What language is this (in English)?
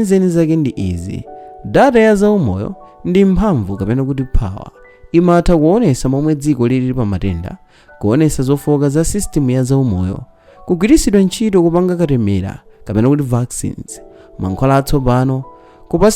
Nyanja